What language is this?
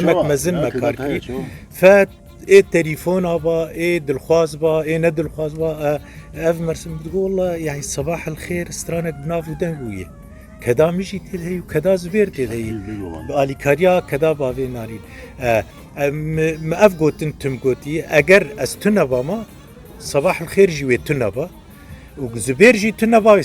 Kurdish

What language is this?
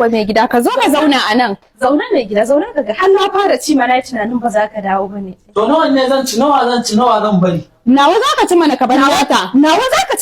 Hausa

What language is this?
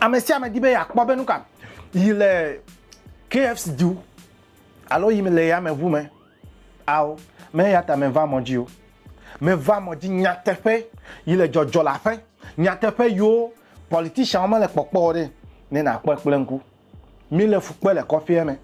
Ewe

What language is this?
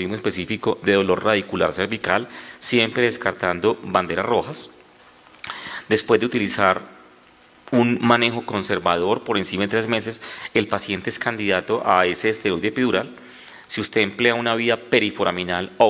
Spanish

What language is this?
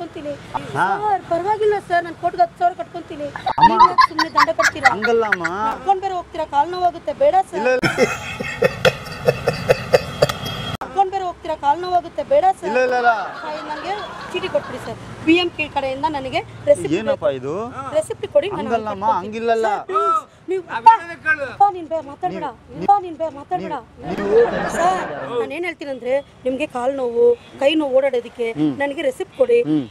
Kannada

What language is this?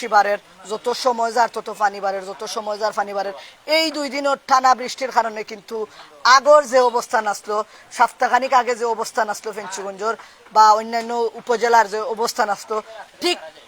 Sylheti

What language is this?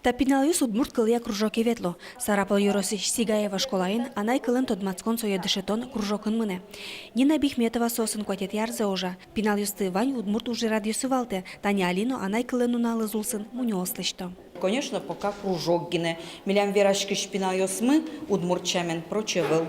Udmurt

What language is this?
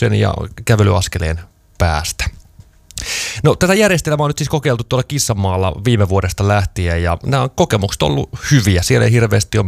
Finnish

